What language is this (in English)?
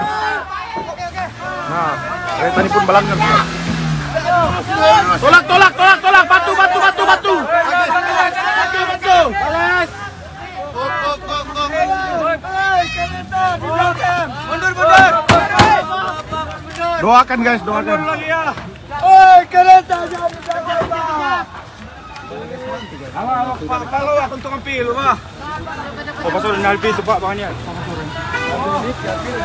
Malay